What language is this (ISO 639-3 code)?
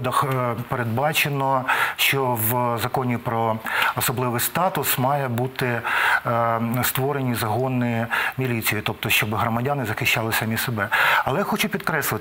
ukr